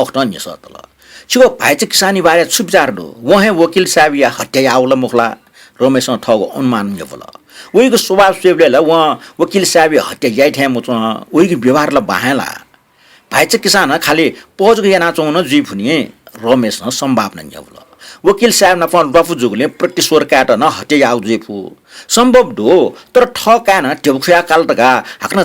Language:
Newari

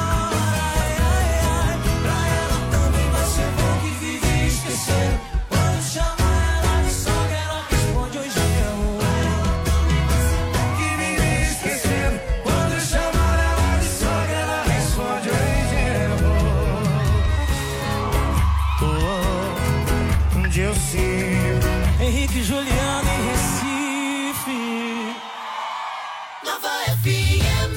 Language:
Portuguese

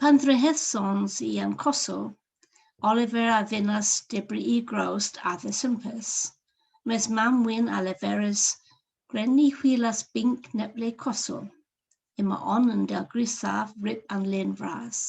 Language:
Cornish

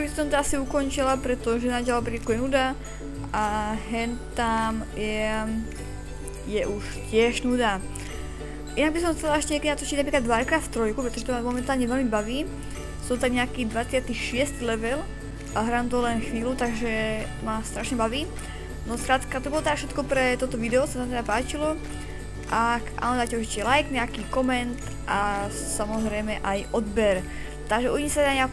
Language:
Slovak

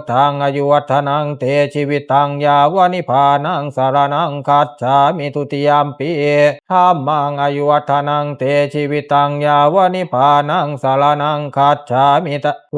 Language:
Pali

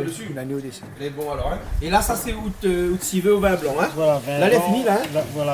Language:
Réunion Creole French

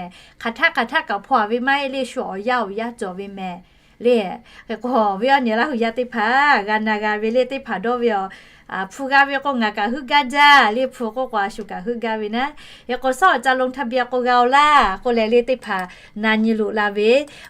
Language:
Lahu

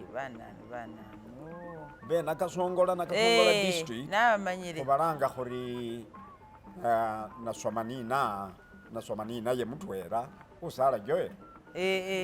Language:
Masaaba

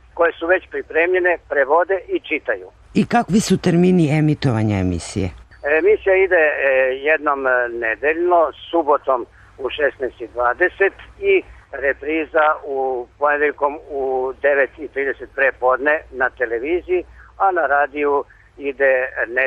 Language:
Serbian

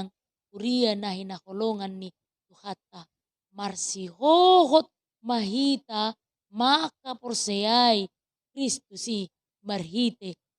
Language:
Batak Toba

